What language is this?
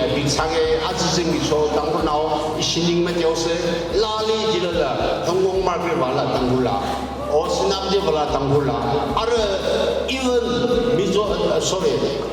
Tangkhul Naga (India)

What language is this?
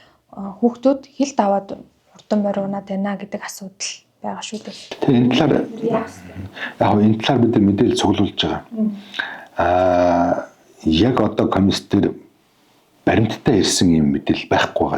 Mongolian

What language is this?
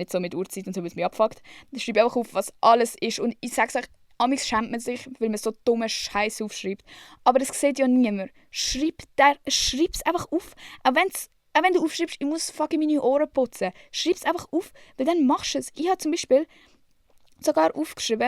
Swiss German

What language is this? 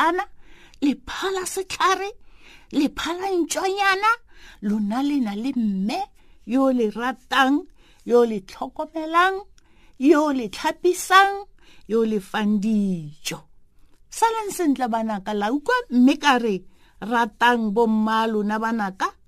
Tswana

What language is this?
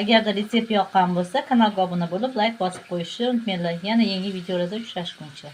Uzbek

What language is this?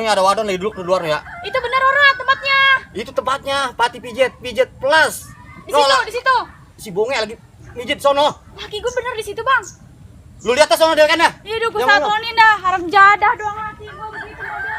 Betawi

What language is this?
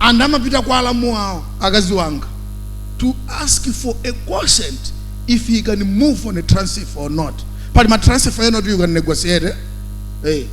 Nyanja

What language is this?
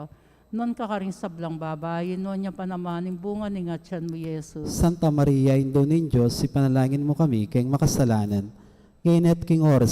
Pampanga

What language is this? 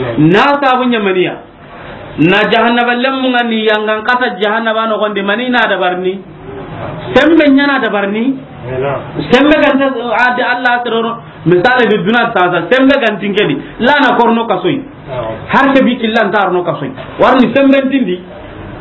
Soninke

